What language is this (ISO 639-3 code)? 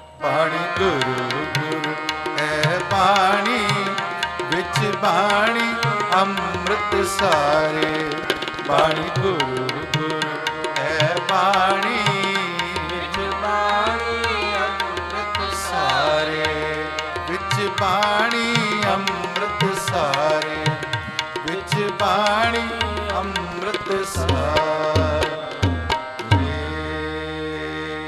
pan